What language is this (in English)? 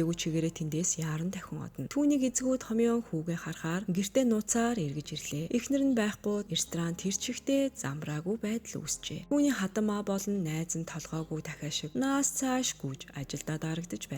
Mongolian